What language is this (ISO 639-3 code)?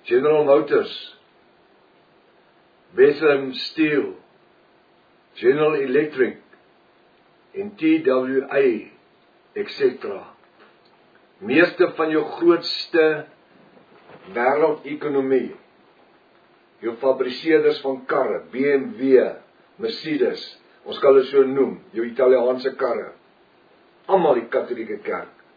afr